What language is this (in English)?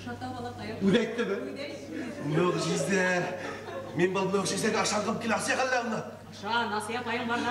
Bashkir